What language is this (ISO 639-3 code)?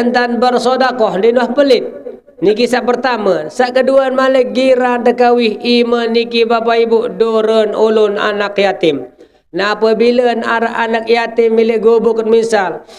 sas